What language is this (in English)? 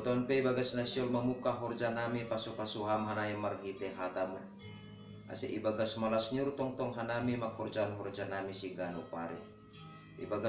Batak Simalungun